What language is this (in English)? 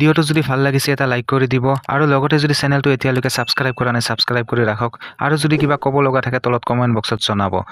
Assamese